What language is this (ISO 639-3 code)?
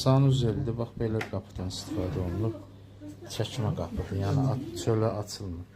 aze